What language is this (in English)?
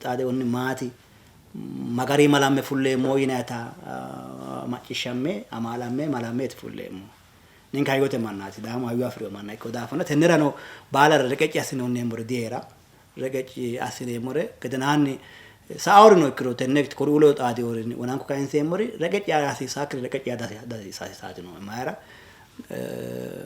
Sidamo